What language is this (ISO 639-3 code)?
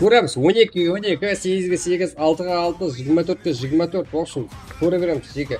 kaa